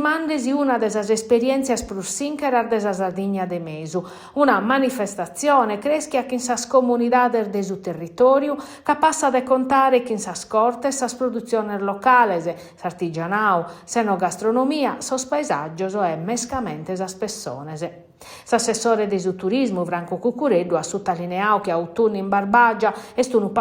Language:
Sardinian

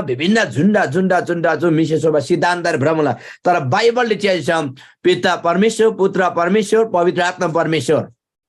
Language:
Eastern Tamang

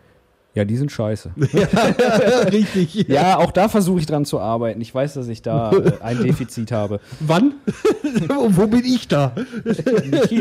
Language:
German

